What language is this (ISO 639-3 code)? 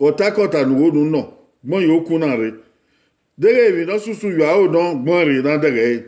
bin